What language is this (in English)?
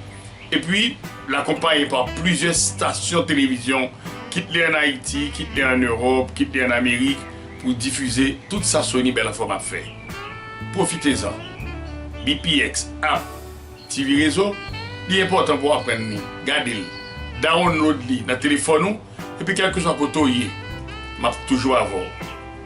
Haitian Creole